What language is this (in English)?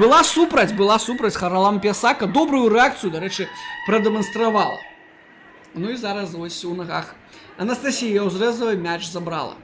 Belarusian